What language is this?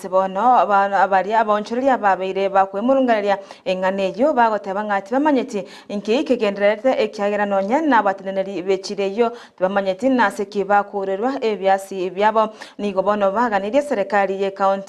Gusii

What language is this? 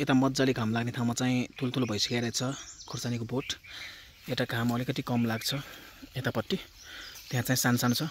Nepali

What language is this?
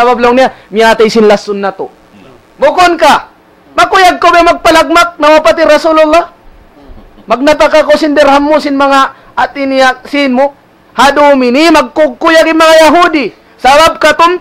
Tausug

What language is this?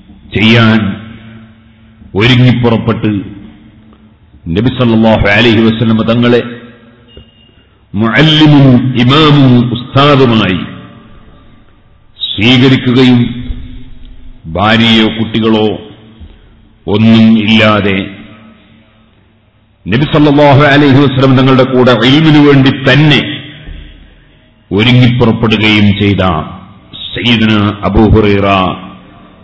Malayalam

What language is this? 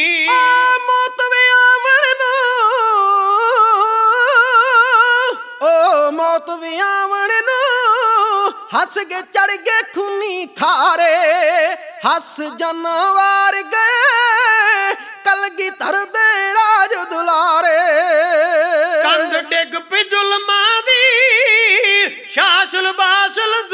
Punjabi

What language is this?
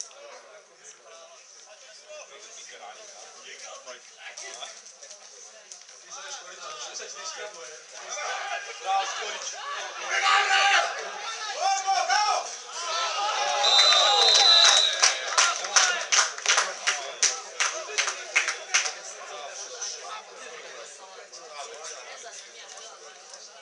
Croatian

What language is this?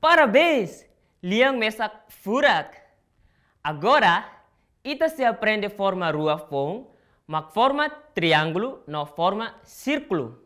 Tetum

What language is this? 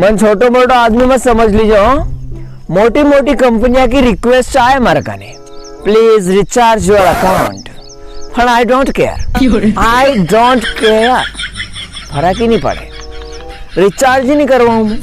Rajasthani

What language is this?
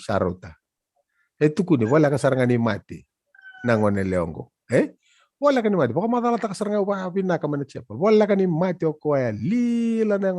Fijian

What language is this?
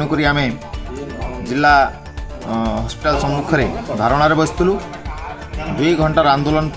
Odia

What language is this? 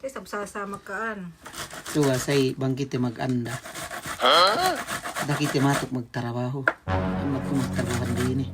Yakan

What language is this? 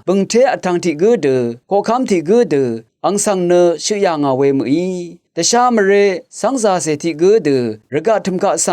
Rawang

